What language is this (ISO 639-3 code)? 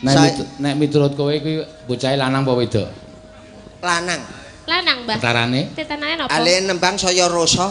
jav